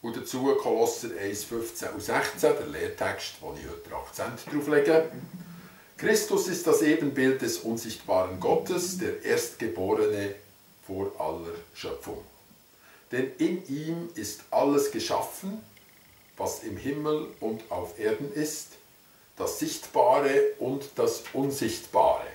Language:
Swiss German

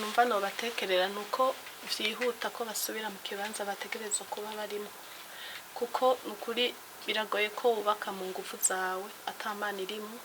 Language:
Rundi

